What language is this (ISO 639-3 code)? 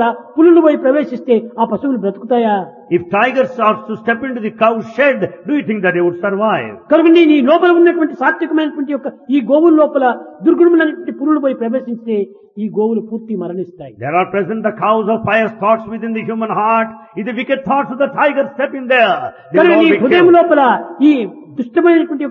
tel